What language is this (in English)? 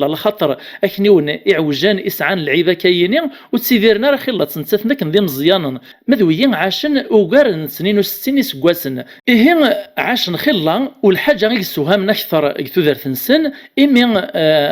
Kabyle